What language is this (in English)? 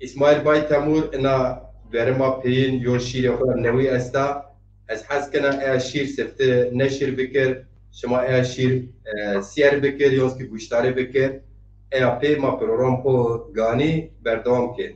Zaza